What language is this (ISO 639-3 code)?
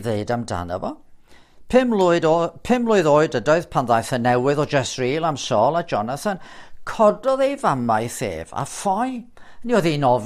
cym